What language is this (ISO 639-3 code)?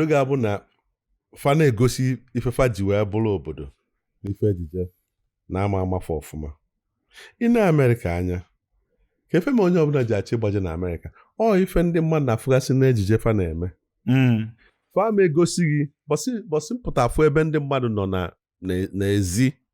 ibo